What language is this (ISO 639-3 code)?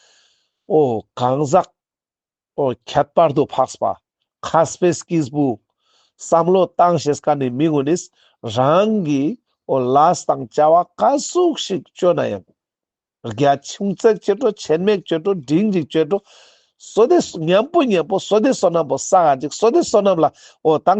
lbj